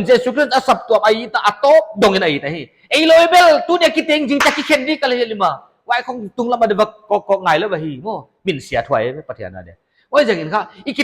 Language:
Paite Chin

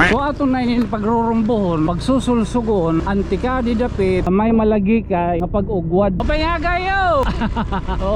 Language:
Waray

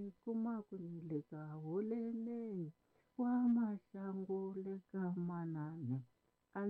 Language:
Tsonga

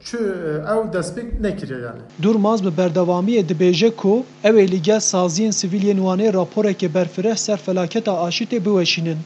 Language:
Kurdish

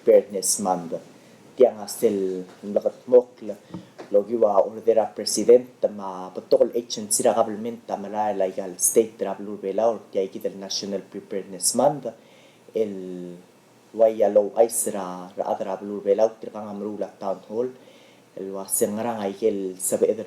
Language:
Palauan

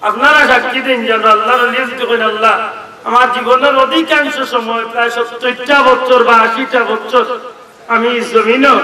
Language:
Sylheti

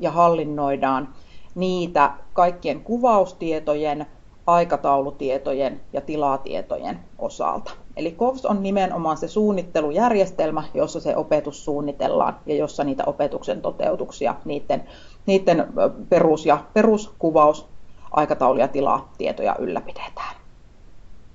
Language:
Finnish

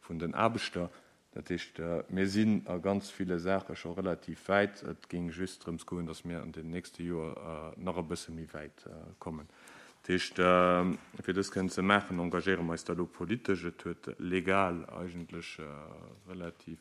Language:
Luxembourgish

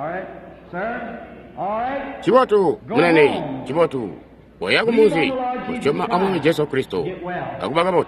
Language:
Tonga (Zambia)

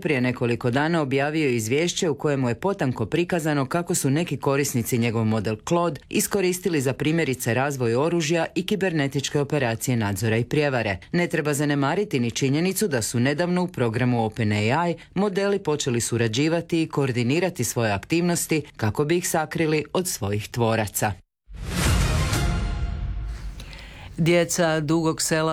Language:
Croatian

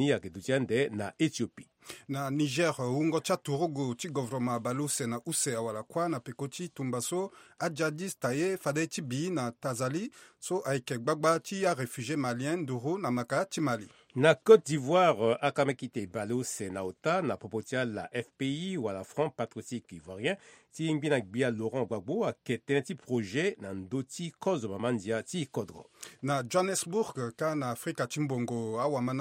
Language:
Sango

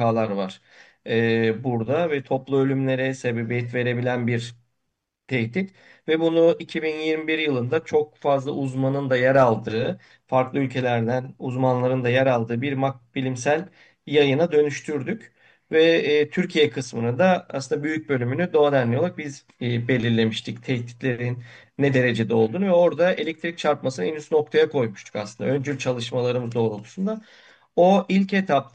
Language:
Turkish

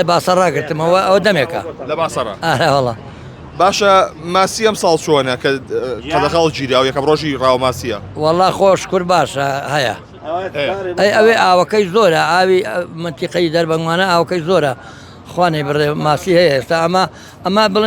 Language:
Central Kurdish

